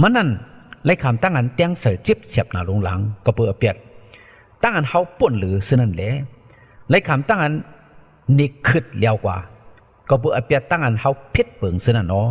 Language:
Shan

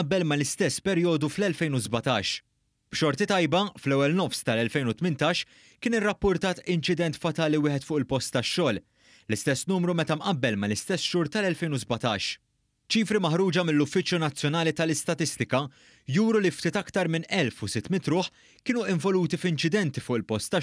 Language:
Maltese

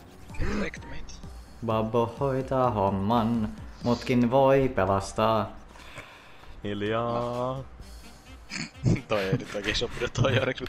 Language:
Finnish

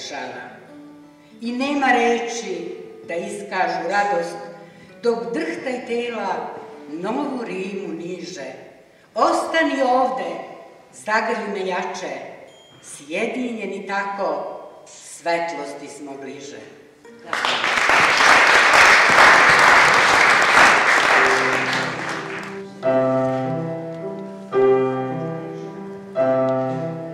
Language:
Serbian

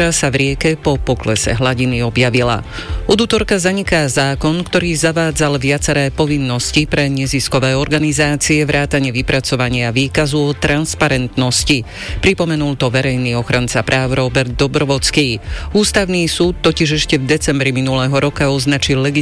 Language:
Slovak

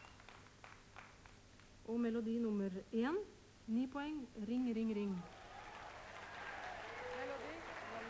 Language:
Norwegian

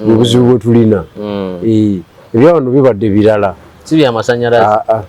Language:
Ganda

